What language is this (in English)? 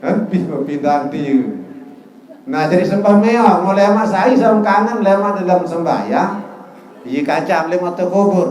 Sasak